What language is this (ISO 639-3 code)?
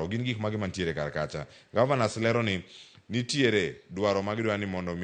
luo